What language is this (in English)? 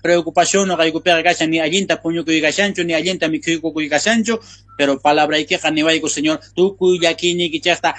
South Bolivian Quechua